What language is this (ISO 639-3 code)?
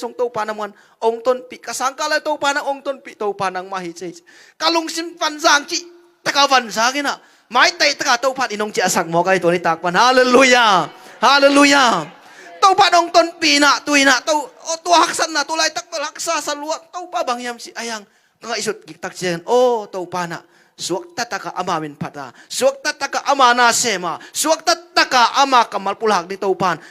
ctd